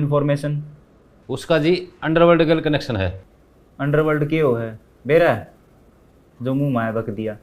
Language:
Haryanvi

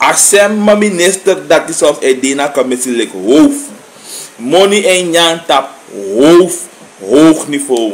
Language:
Sranan Tongo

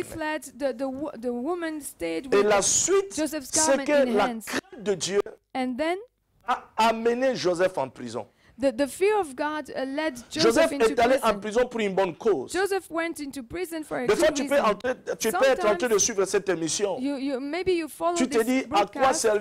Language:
French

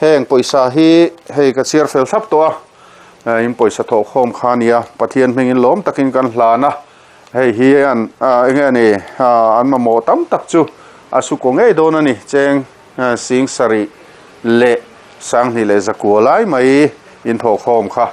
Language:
Mizo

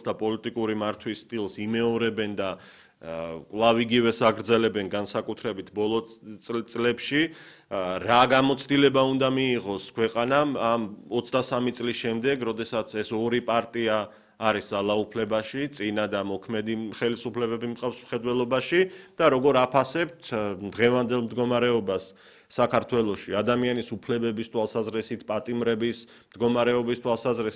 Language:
Georgian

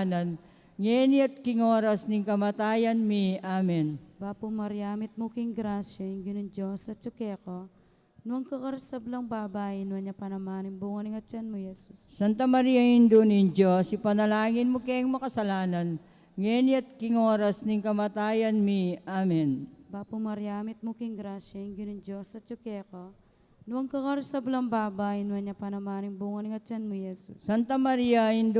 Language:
Pampanga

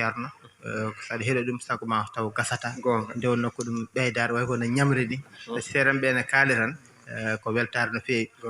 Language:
Fula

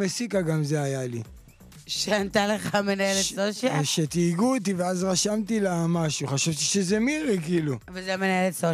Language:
Hebrew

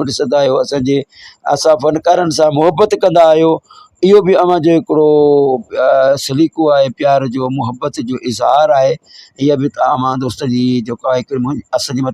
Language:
Sindhi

